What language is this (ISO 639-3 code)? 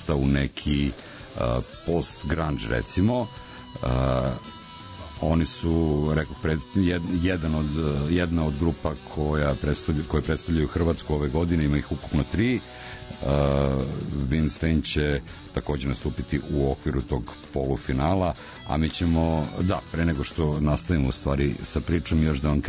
srp